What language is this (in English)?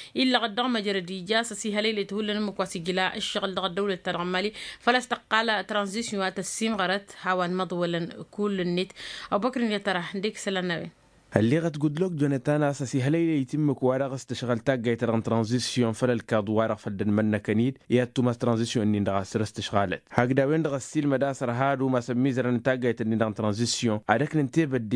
Tamasheq